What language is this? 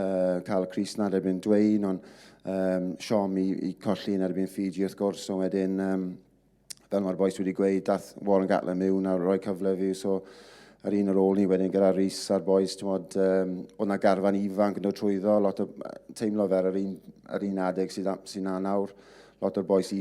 Welsh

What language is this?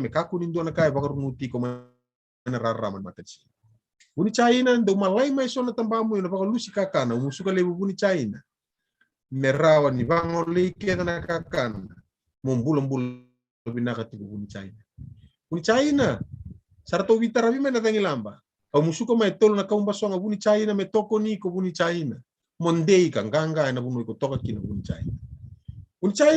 Fijian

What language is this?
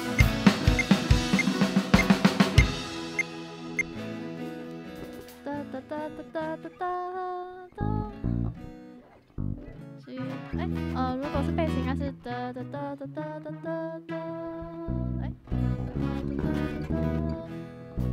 Chinese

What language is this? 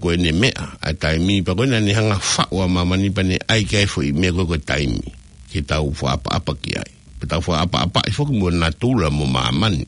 Tongan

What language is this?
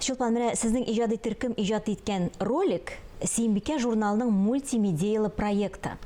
Tatar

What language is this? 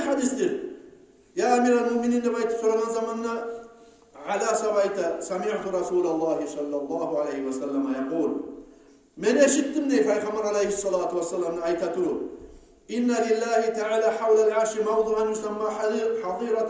Kumyk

